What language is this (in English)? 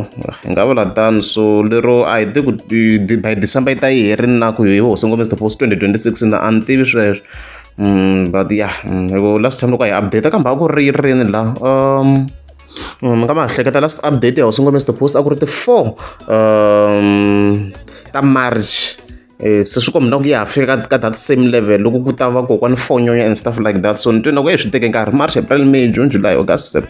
Tsonga